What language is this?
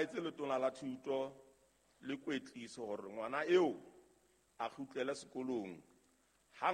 Southern Sotho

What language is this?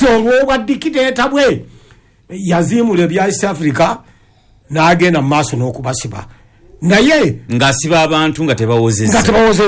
Ganda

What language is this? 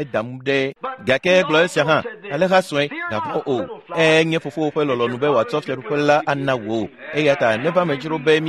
Ewe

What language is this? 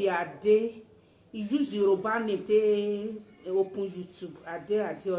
Nigerian Pidgin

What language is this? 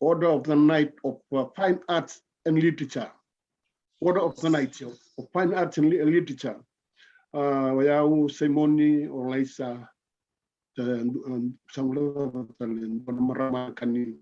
Fijian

